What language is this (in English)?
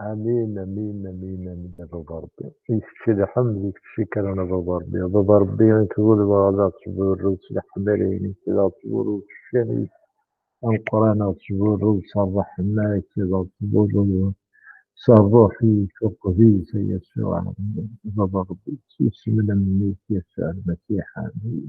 Kabyle